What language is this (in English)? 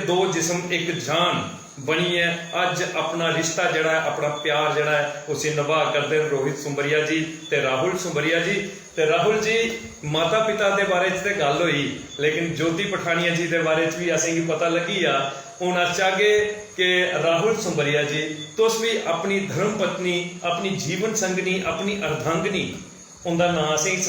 Dogri